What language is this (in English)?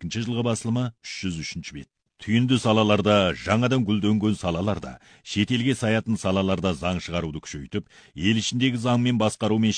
Kazakh